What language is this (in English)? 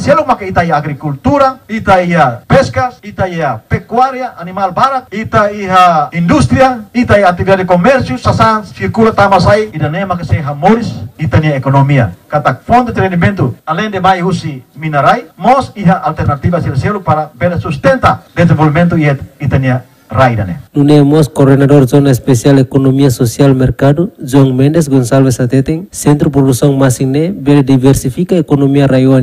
Tetum